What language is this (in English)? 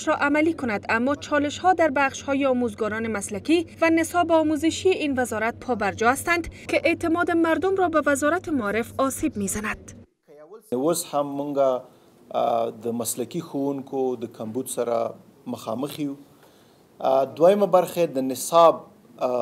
Persian